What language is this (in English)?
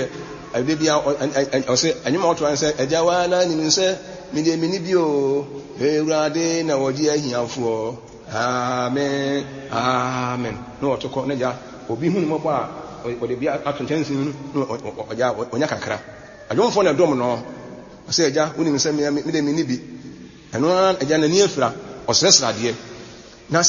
Akan